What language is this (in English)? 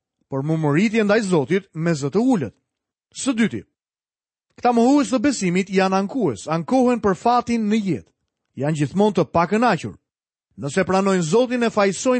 Albanian